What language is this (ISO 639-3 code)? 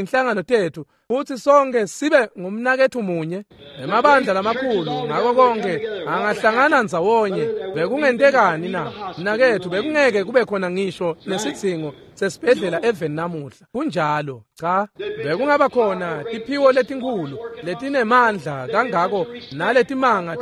ssw